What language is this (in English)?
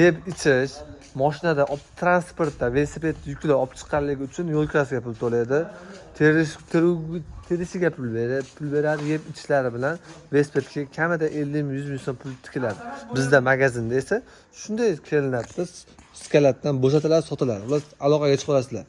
Uzbek